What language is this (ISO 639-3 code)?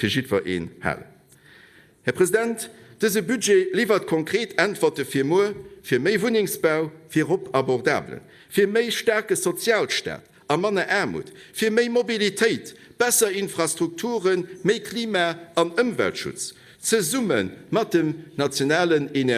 ltz